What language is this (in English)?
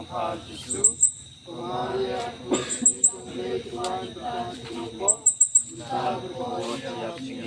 Khasi